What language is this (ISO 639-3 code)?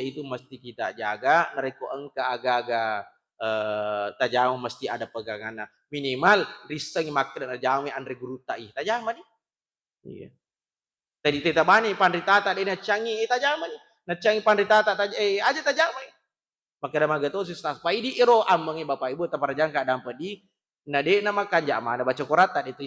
bug